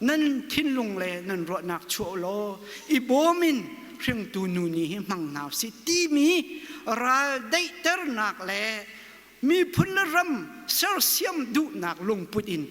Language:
Hakha Chin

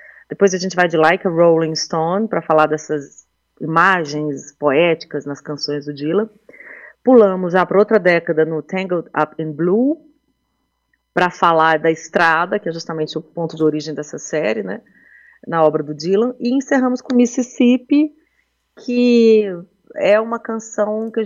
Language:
Portuguese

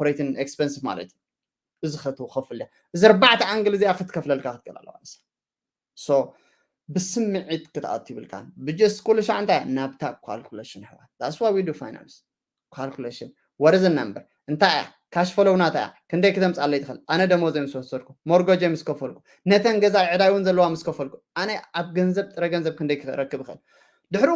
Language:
Tigrinya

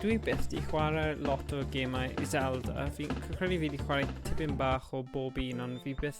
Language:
Welsh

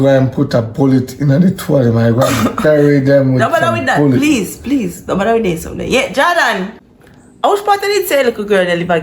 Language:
Jamaican Creole English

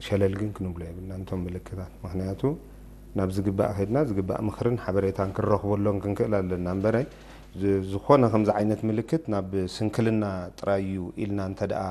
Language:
Tigrinya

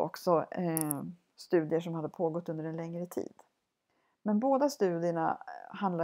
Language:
Swedish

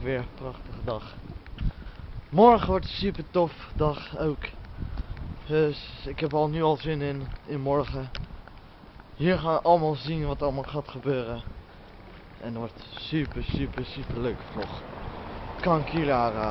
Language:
Dutch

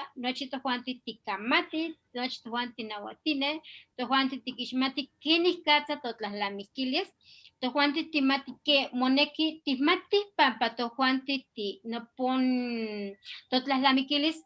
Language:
Eastern Huasteca Nahuatl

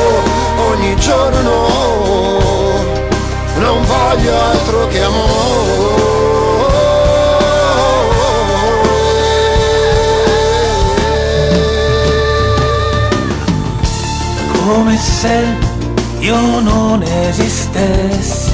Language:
Italian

